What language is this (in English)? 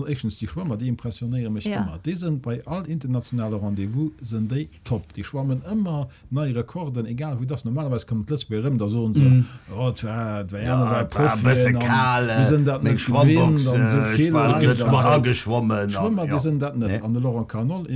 Luxembourgish